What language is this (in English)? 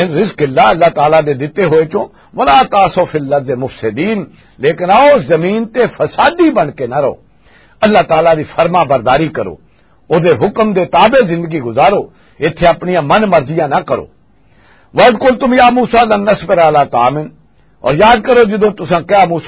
Western Panjabi